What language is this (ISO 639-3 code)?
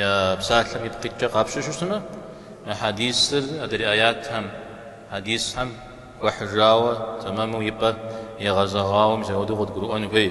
kbd